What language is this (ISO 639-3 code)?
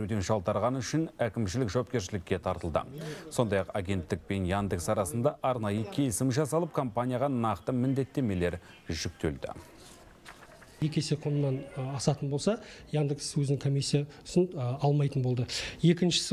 kaz